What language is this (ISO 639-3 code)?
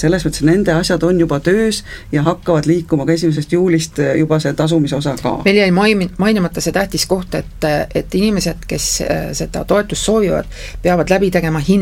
est